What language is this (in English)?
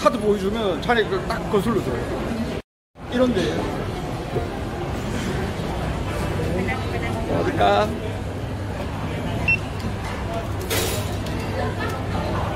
Korean